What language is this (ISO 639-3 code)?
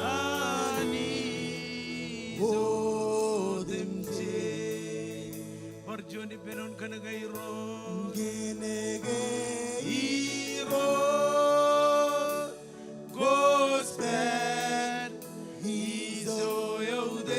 mah